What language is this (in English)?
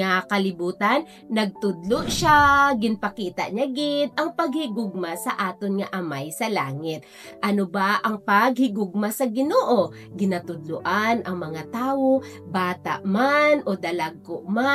Hiligaynon